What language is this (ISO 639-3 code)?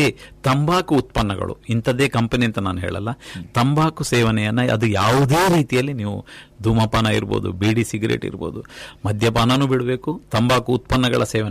kan